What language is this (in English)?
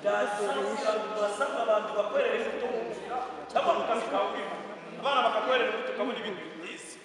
Kinyarwanda